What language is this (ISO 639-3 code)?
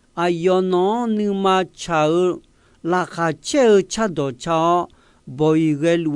ahk